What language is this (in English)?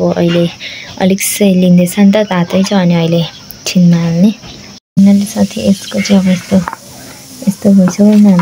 Nepali